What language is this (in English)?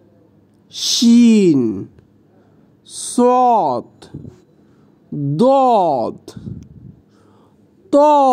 Bangla